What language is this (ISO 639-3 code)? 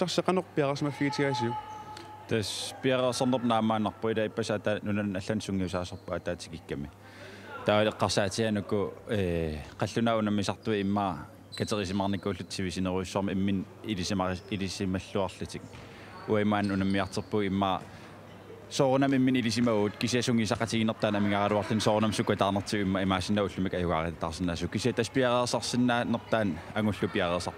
kal